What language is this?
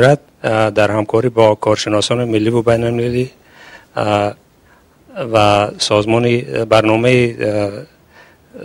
Tajik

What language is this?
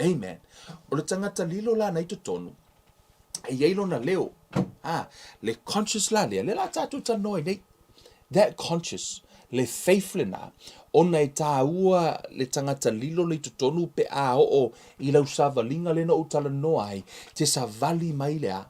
Samoan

